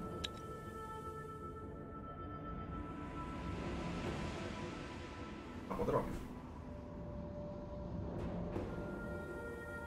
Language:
Polish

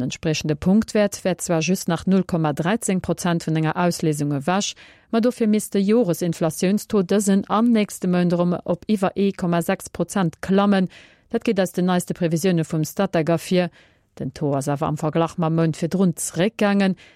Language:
Luxembourgish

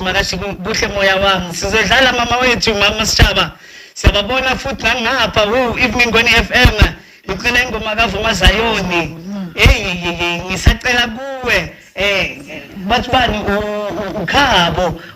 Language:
Zulu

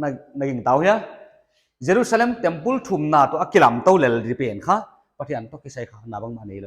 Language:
Paite Chin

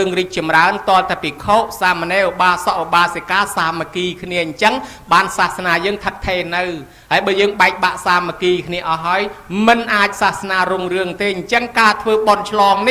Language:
Khmer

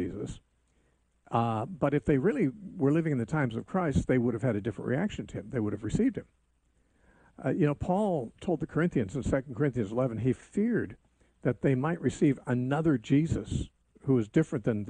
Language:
English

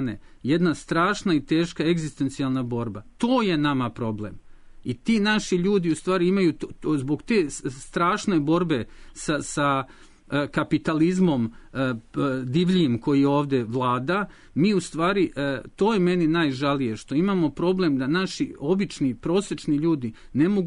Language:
Serbian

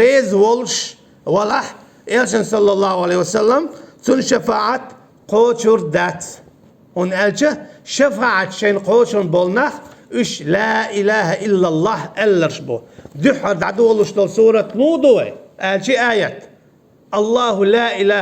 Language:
Chechen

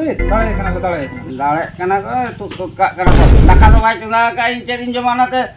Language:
Santali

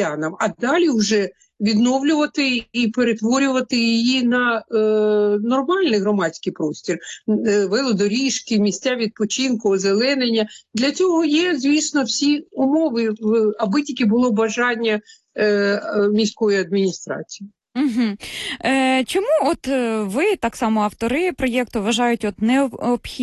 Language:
Ukrainian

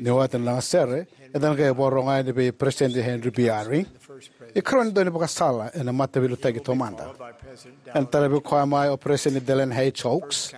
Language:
Fijian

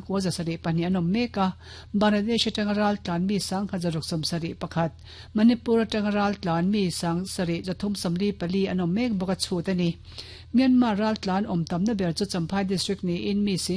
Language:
Mizo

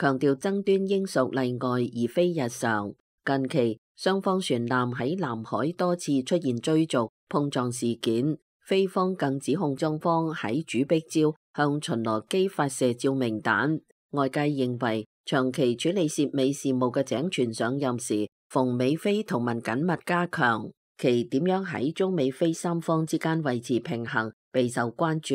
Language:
Cantonese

